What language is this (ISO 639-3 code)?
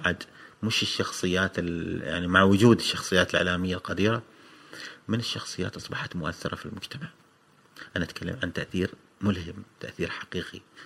afb